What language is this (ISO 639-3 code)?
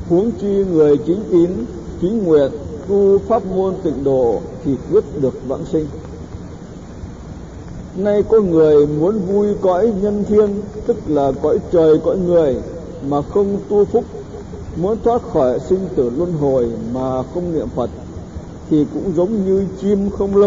vie